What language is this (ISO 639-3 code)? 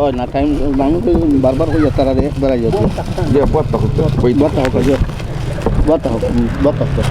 syl